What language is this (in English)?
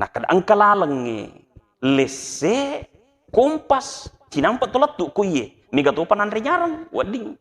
Buginese